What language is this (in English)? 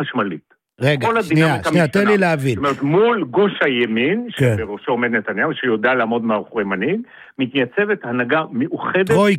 Hebrew